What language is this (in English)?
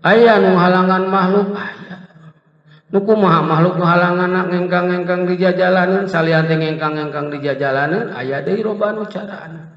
Sundanese